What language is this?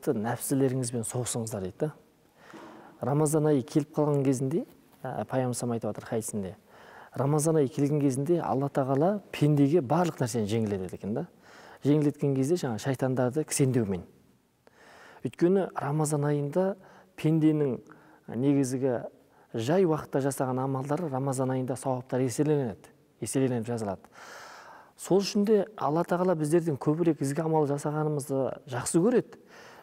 Kazakh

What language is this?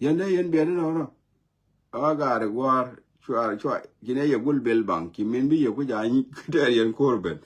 Nuer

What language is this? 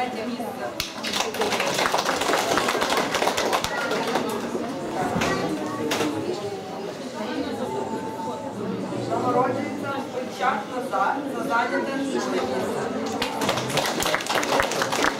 Ukrainian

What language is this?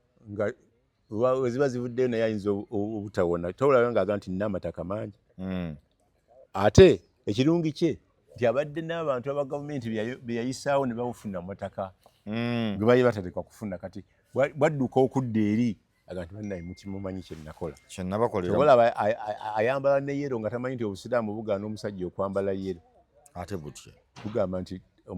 Ganda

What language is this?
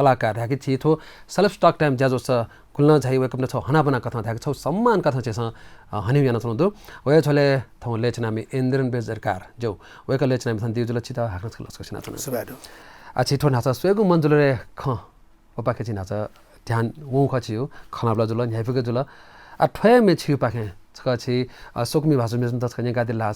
Newari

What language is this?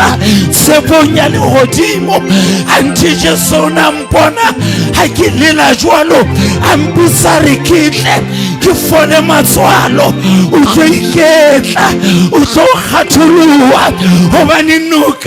Southern Sotho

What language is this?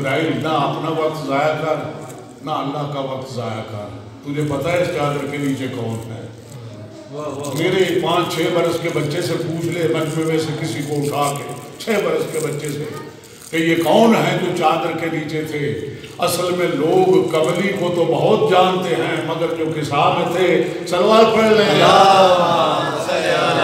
Urdu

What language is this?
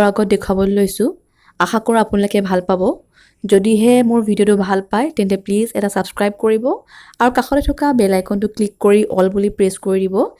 Assamese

